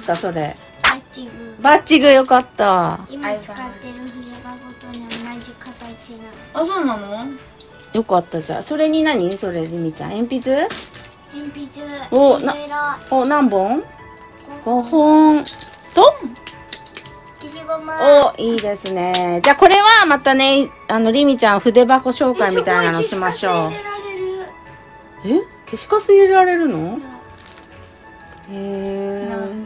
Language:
Japanese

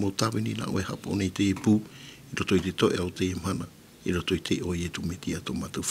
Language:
Tahitian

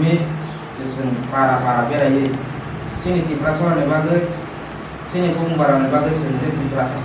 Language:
Kok Borok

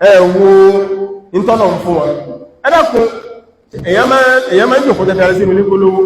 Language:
Yoruba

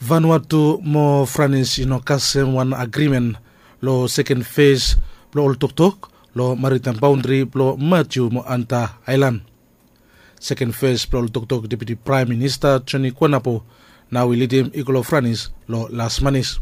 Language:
Bislama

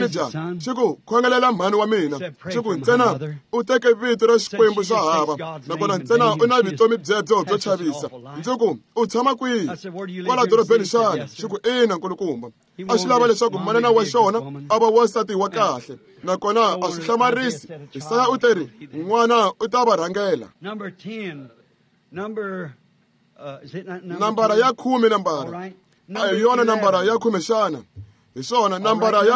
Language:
Tsonga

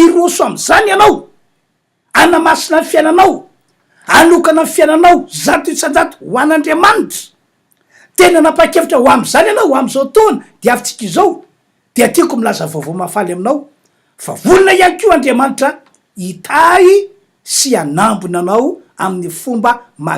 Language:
Malagasy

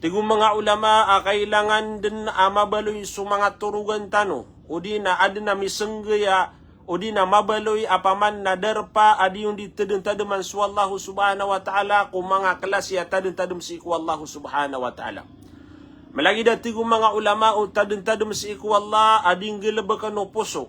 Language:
Maranao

